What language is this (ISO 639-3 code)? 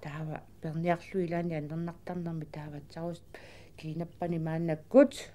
kal